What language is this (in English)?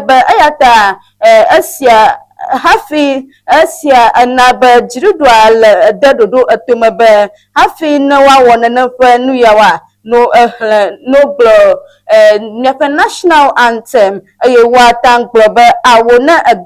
Ewe